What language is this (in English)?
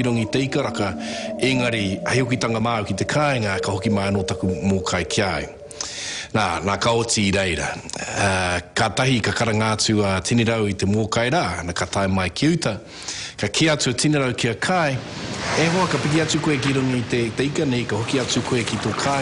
Māori